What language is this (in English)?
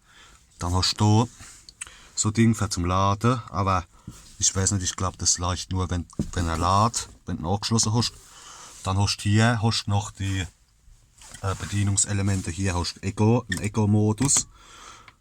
Palatine German